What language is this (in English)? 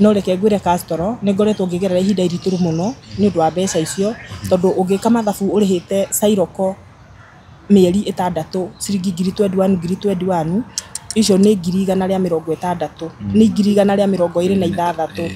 Kikuyu